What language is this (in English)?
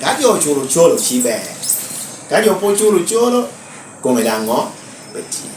Lango (Uganda)